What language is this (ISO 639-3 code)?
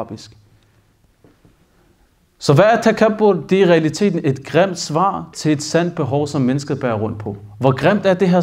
dan